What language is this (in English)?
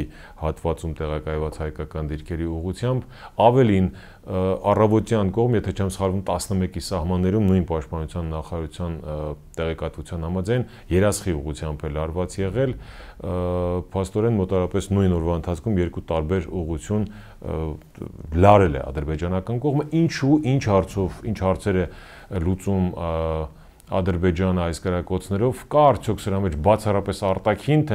Armenian